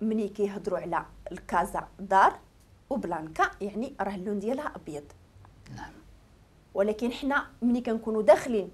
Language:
Moroccan Arabic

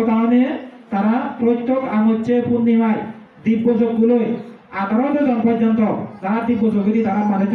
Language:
Chakma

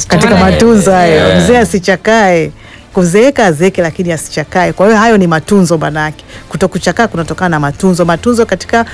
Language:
Swahili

